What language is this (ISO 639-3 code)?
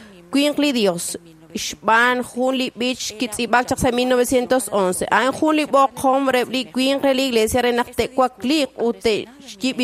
kek